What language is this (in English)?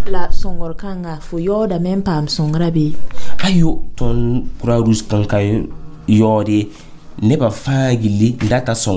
Mossi